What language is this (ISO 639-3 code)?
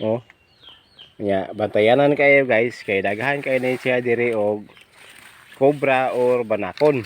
ceb